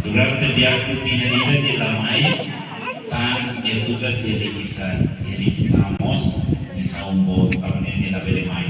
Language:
Tetum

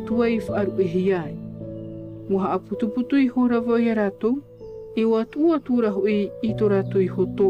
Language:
Tahitian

